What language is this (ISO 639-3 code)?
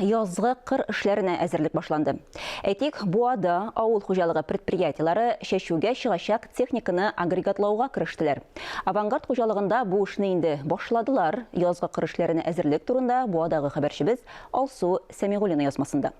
tat